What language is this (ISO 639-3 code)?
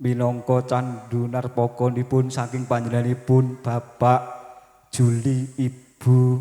jav